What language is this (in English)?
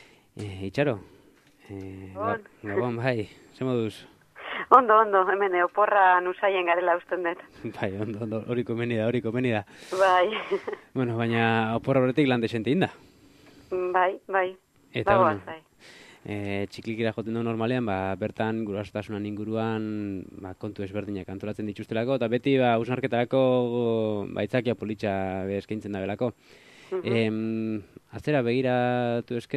Basque